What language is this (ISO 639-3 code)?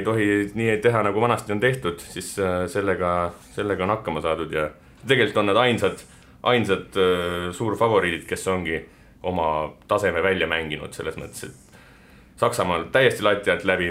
est